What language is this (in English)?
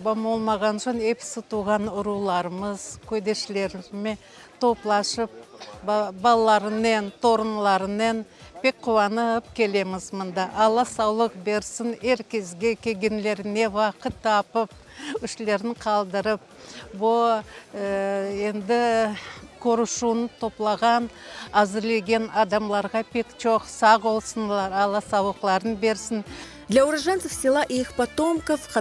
Crimean Tatar